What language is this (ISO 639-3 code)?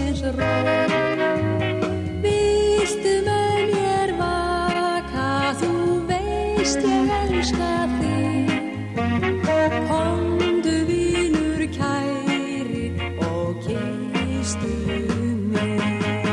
isl